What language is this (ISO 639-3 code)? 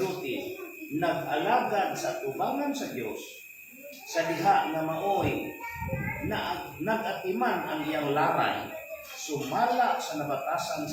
ceb